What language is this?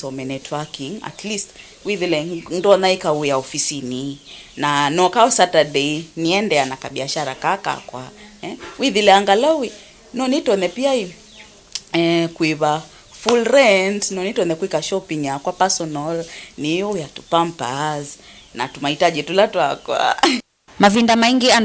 Kamba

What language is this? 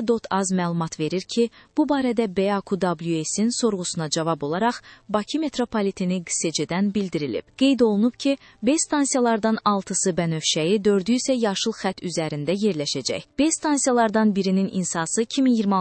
Azerbaijani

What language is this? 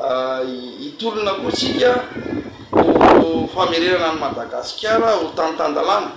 Malagasy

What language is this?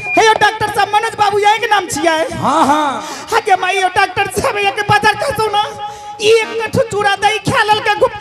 Angika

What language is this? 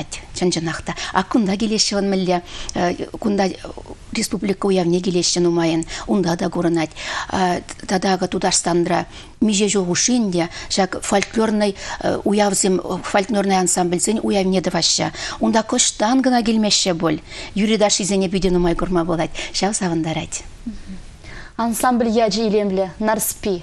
Chuvash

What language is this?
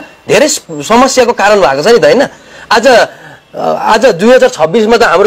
Nepali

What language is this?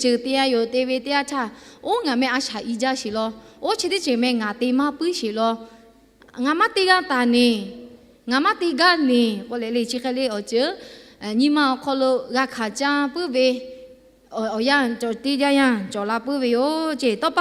Lahu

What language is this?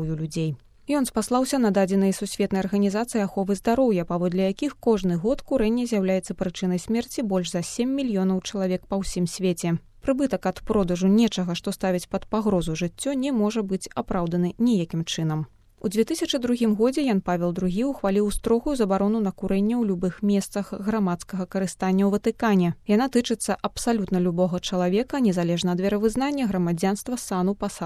Belarusian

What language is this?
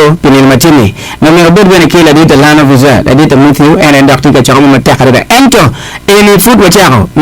Acoli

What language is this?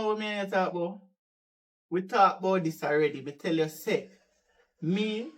Jamaican Creole English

